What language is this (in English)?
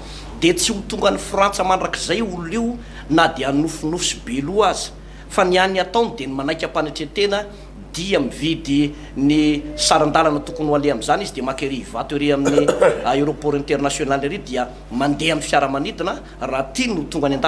Malagasy